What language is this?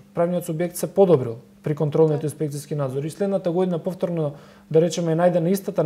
Macedonian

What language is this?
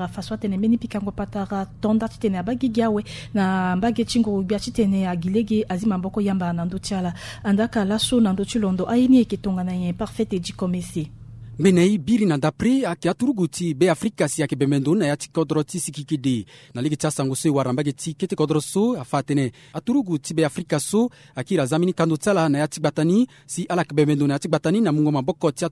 Sango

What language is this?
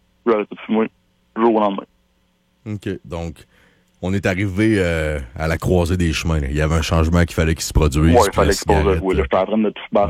French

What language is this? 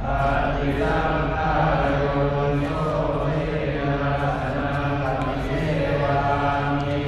Pali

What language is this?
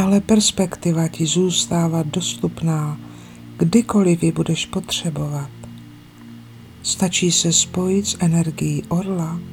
Czech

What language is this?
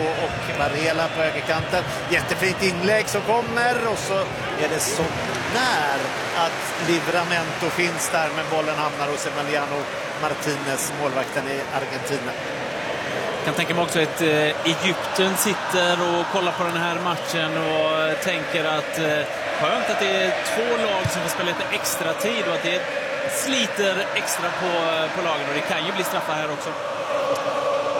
Swedish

